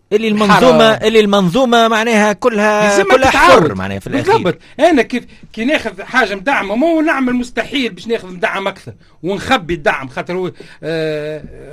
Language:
Tunisian Arabic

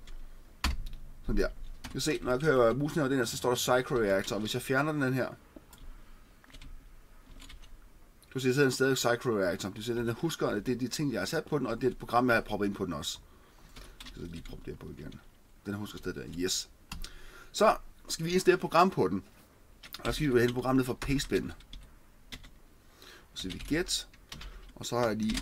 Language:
Danish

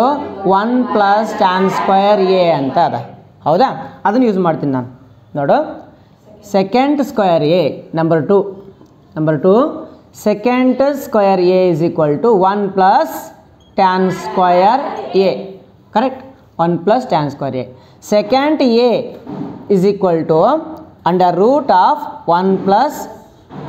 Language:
Kannada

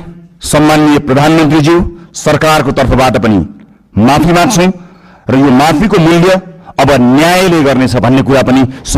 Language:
Nepali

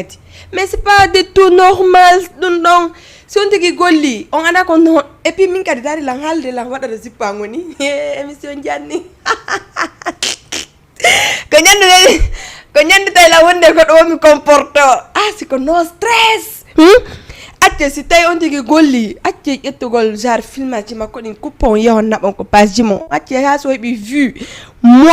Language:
Fula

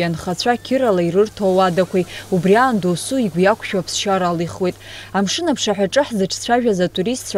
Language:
Abkhazian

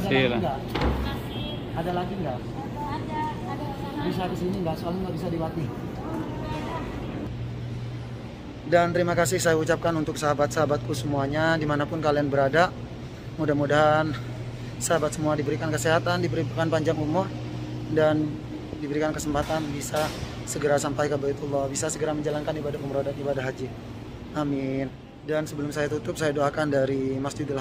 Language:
Indonesian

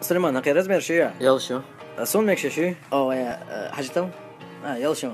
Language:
Chechen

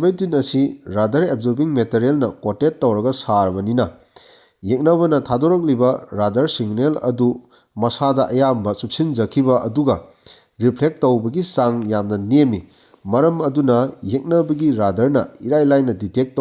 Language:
Manipuri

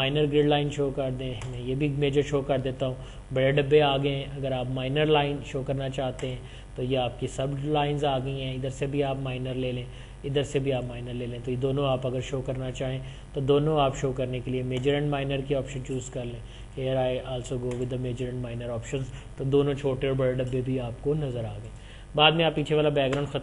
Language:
Urdu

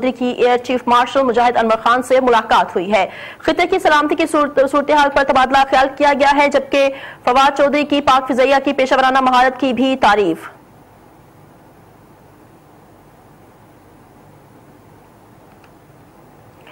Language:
Urdu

